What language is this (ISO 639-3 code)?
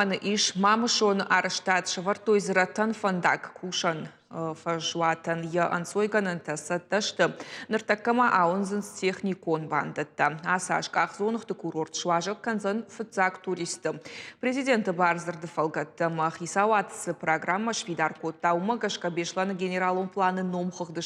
oss